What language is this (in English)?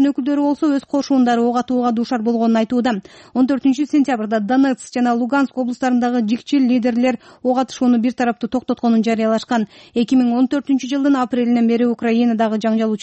Kyrgyz